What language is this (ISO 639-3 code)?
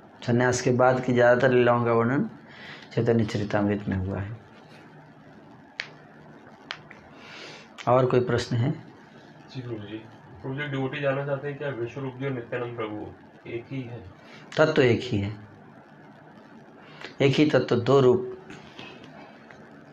hin